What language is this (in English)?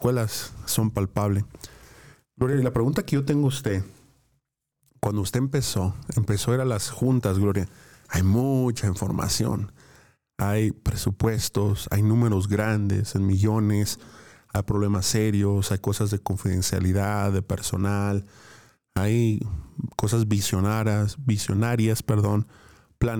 Spanish